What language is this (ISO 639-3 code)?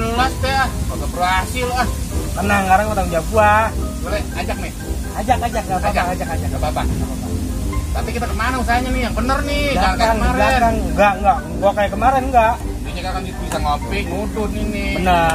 bew